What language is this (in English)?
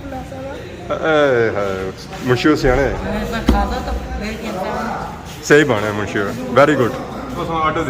Pahari-Potwari